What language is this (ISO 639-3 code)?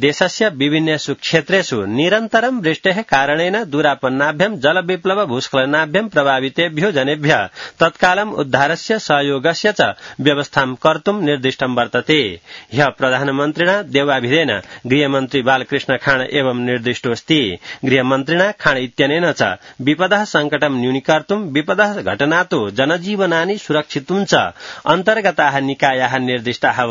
san